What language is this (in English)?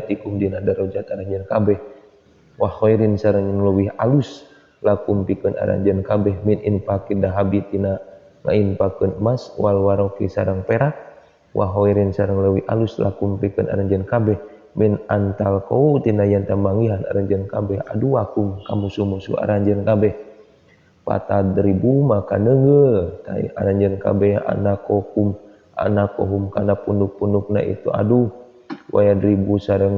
Sundanese